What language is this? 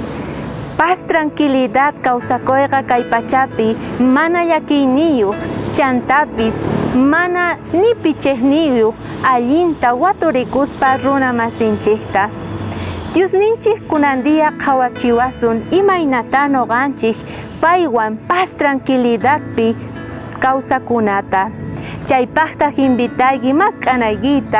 South Bolivian Quechua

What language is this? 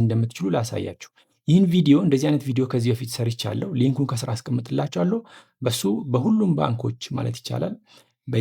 Amharic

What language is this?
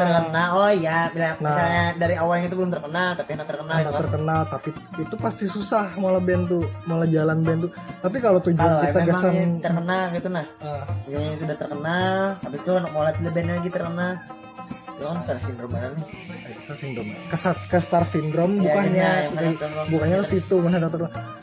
Banjar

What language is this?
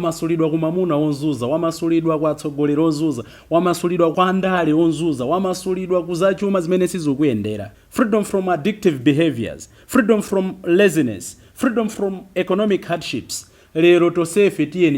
Nyanja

